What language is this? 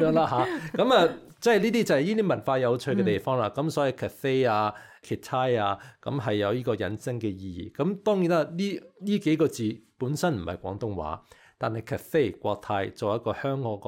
Cantonese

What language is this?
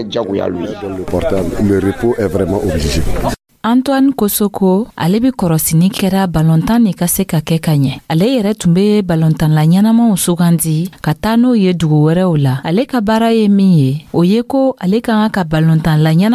Dyula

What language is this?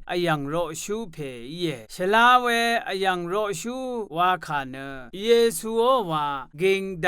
Rawang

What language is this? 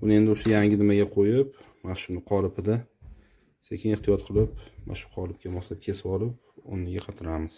Uzbek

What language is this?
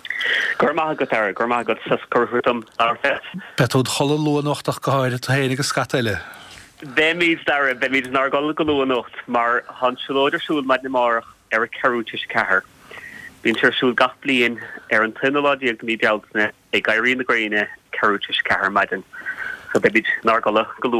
Irish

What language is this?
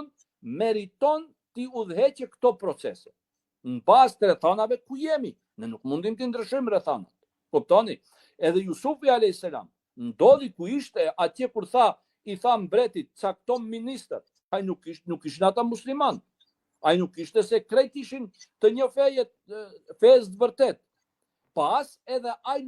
Albanian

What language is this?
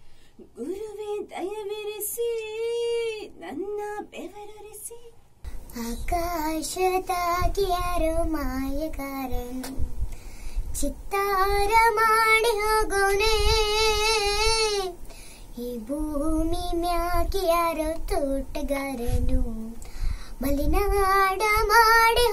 Kannada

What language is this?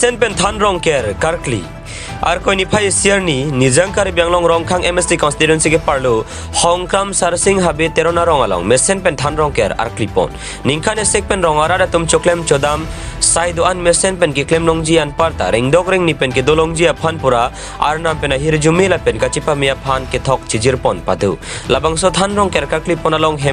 Karbi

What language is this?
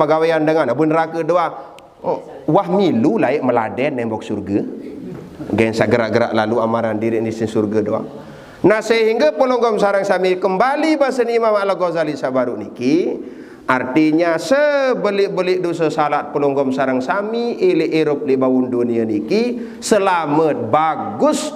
Sasak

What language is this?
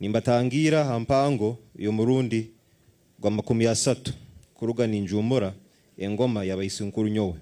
Nyankole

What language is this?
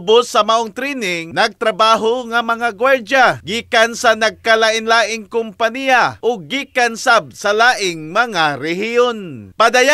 Cebuano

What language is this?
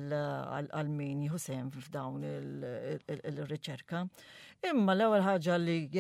Maltese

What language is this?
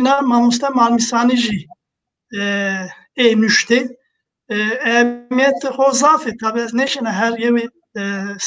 Zaza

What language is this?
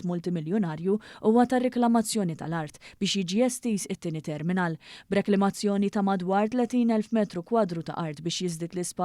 Maltese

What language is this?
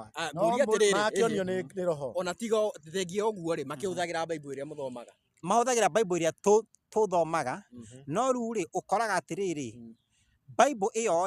Kikuyu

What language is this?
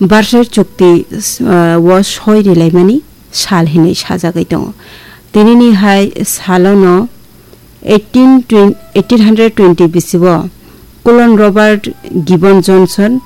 Kok Borok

